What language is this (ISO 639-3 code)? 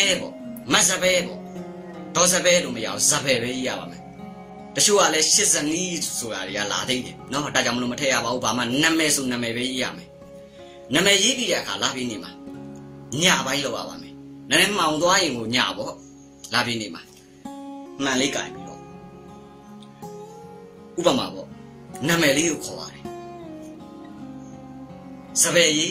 mya